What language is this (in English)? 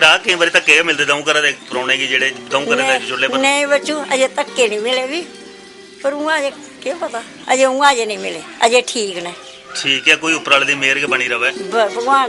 Dogri